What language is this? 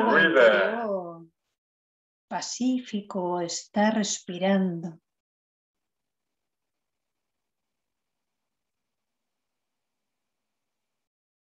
Spanish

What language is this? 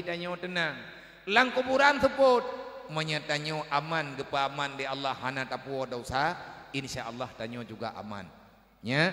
Achinese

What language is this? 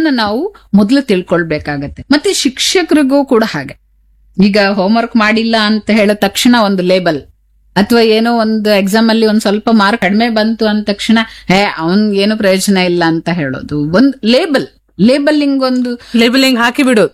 Kannada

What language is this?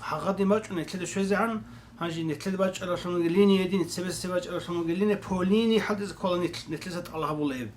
Avaric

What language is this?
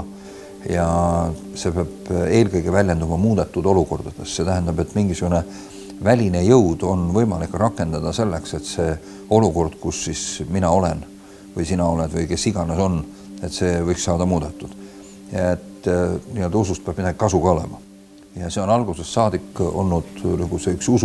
Estonian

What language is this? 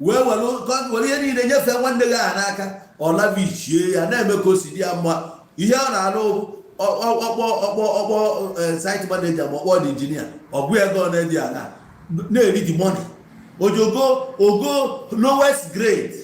Igbo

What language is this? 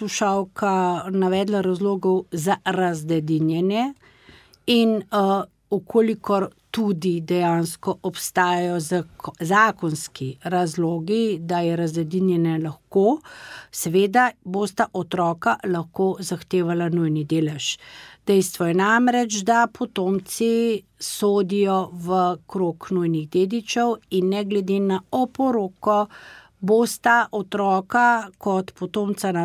Slovenian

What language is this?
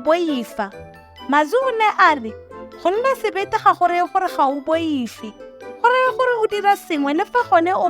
Tswana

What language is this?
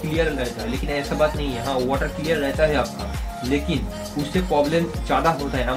Hindi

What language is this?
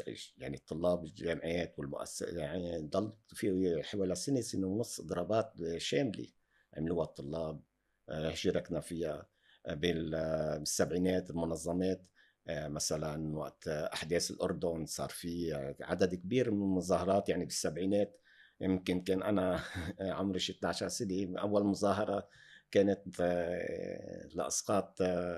North Levantine Arabic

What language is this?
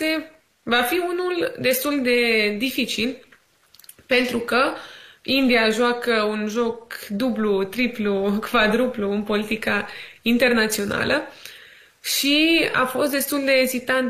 Romanian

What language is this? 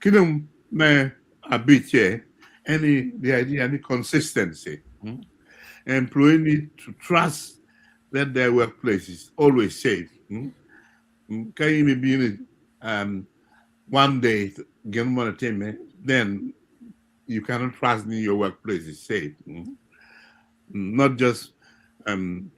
Acoli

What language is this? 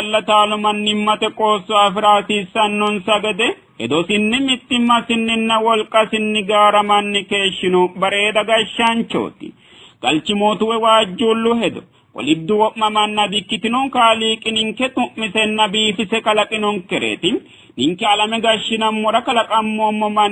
Sidamo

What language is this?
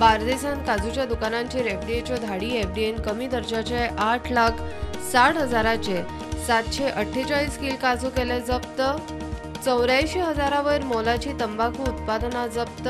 Konkani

